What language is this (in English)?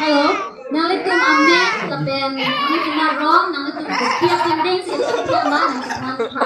Karbi